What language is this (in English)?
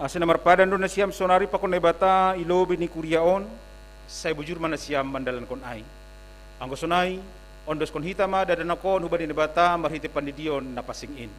Batak Simalungun